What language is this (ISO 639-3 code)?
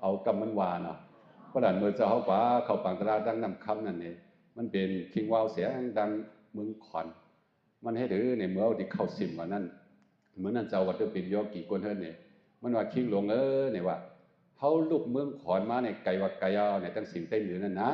shn